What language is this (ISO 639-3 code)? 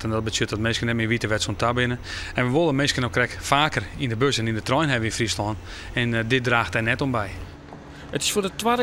fry